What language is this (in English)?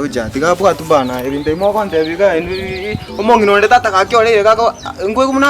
Gusii